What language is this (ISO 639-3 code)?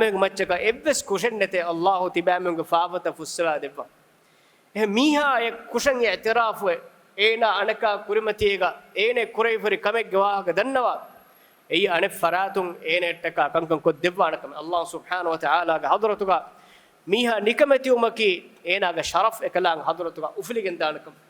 div